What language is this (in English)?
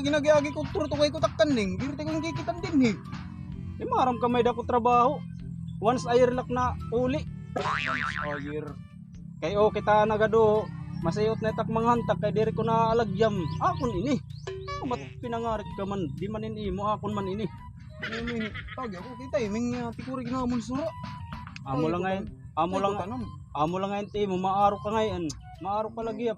Waray